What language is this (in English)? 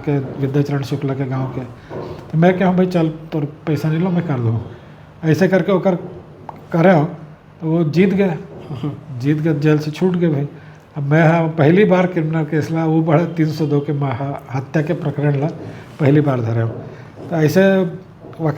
Chhattisgarhi